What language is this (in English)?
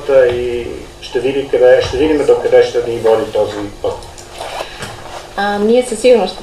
Bulgarian